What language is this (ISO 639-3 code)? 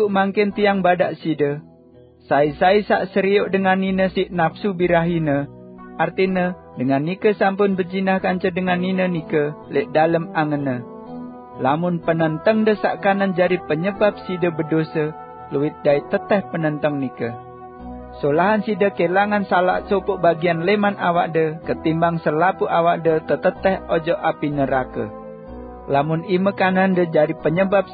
sas